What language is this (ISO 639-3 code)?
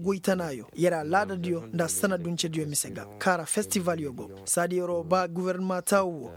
ses